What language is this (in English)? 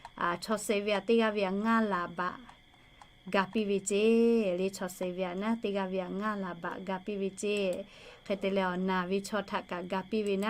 Lahu